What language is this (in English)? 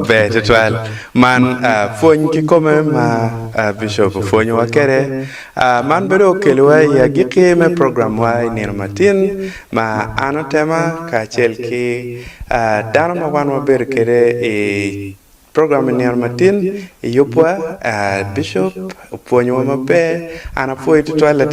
Acoli